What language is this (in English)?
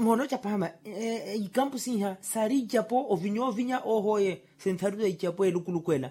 Makhuwa